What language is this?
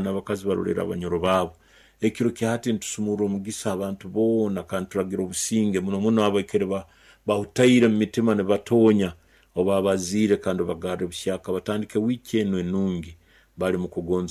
Nyoro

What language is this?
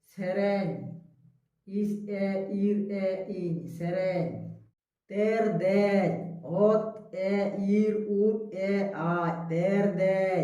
Santali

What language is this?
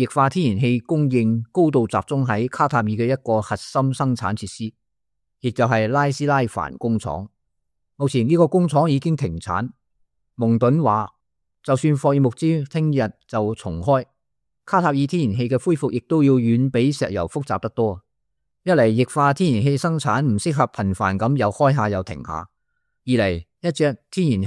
Cantonese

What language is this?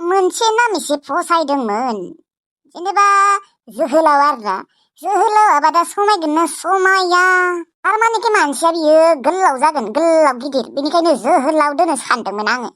Bodo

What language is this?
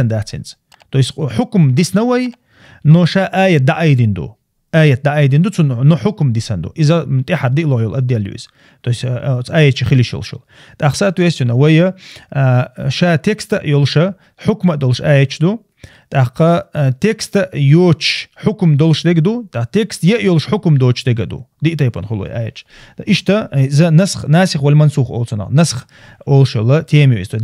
Chechen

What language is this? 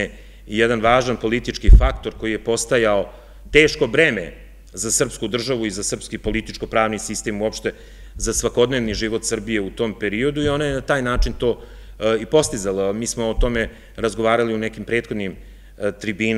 Serbian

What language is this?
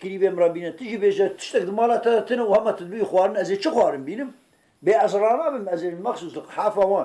Kurdish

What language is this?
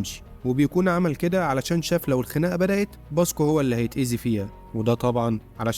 Egyptian Arabic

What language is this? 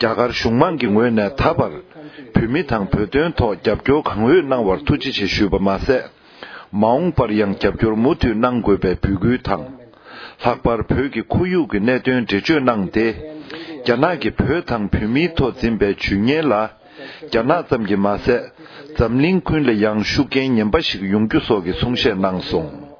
Tibetan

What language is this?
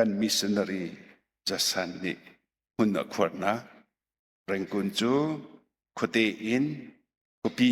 Hakha Chin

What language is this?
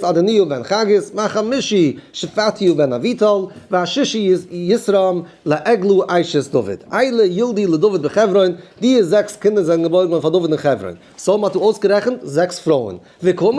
Yiddish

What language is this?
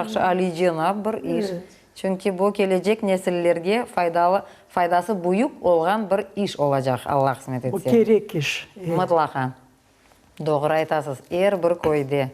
Crimean Tatar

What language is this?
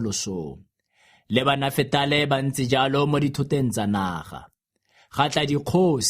Tswana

